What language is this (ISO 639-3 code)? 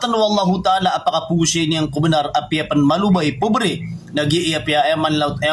mrw